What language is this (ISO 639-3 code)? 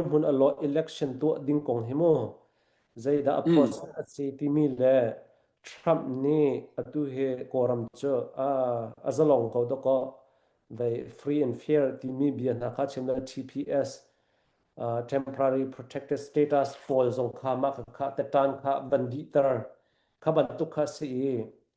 cnh